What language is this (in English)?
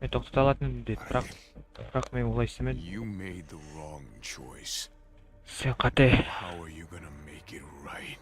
Kara-Kalpak